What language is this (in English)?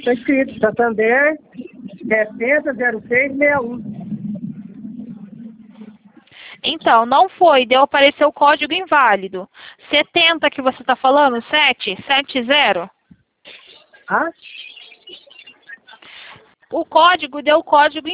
Portuguese